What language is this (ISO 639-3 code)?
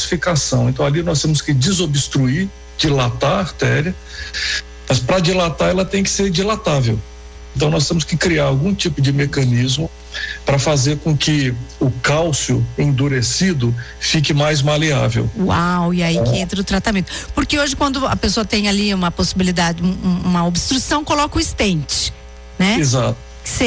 por